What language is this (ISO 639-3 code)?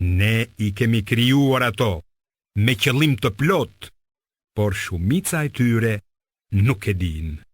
sqi